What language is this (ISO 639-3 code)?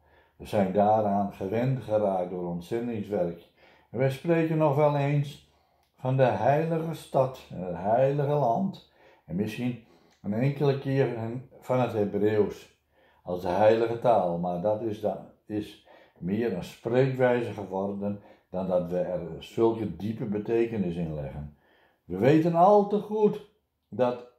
nld